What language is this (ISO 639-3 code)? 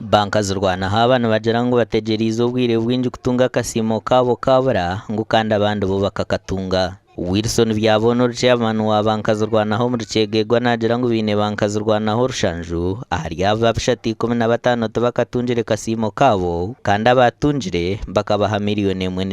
nyn